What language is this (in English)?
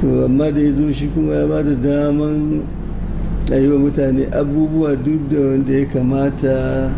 Hausa